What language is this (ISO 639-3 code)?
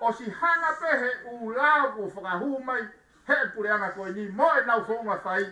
ton